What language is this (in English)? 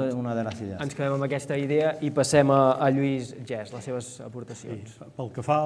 Catalan